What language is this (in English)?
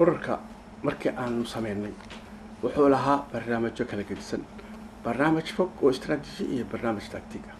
Somali